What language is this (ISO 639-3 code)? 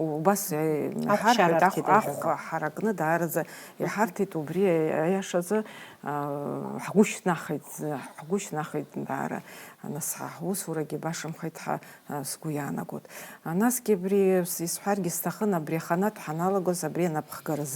abk